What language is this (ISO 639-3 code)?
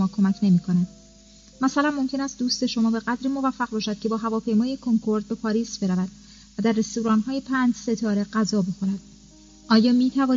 fas